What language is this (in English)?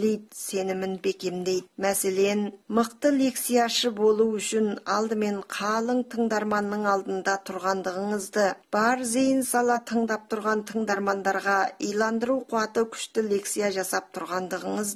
Kazakh